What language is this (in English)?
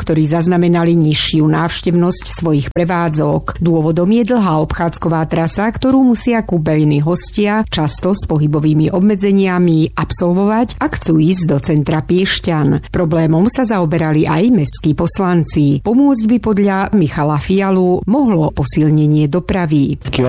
Slovak